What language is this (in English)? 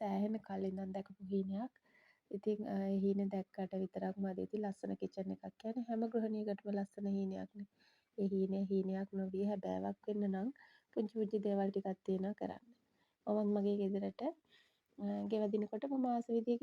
Sinhala